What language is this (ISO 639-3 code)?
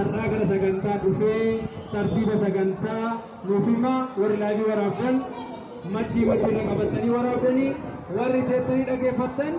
orm